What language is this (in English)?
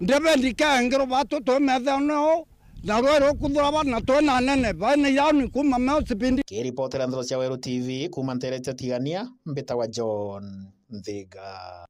Meru